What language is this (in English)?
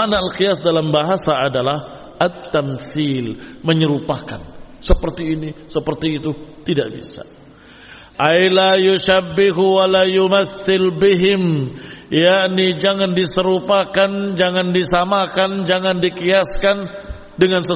Indonesian